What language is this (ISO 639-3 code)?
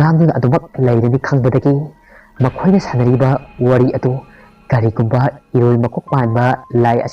mni